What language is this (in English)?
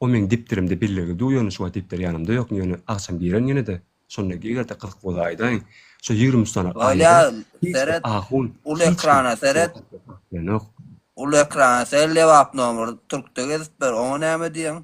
Turkmen